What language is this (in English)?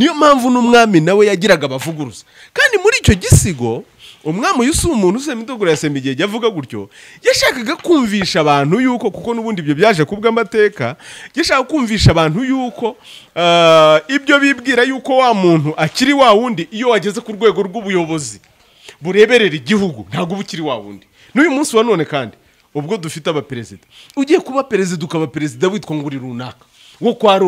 Kinyarwanda